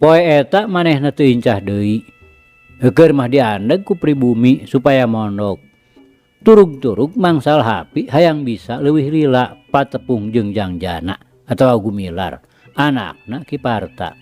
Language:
Sundanese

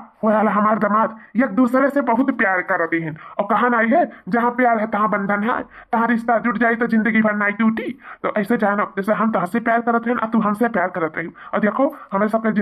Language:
Awadhi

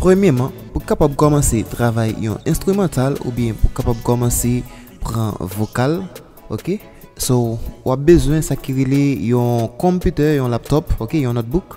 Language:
Haitian Creole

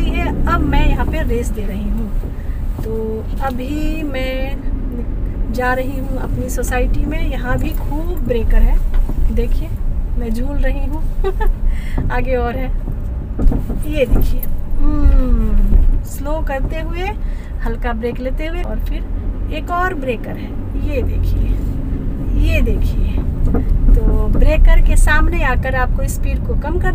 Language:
Hindi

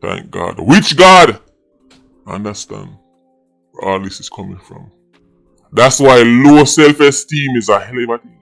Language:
Jamaican Creole English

